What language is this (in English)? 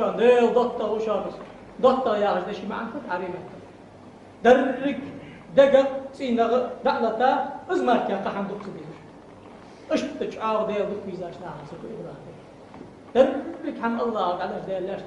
Ingush